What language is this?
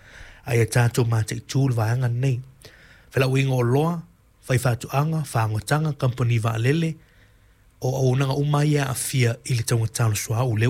Samoan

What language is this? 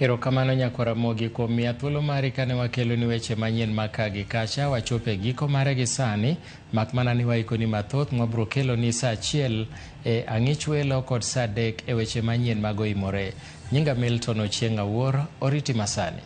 Luo (Kenya and Tanzania)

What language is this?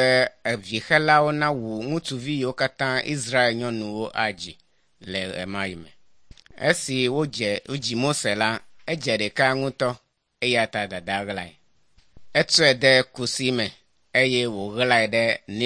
Ewe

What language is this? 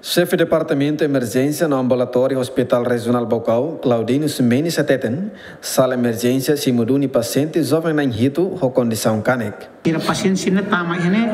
Tetum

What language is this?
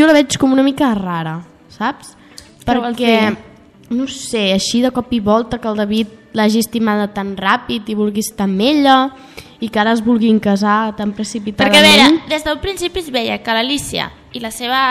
Catalan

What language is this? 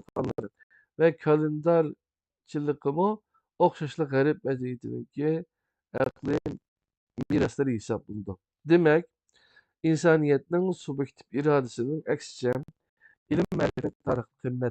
Uyghur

